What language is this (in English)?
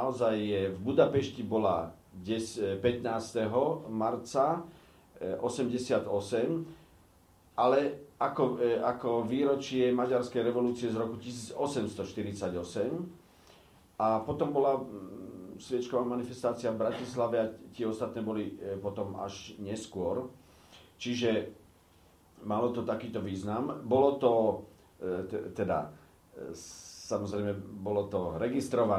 Slovak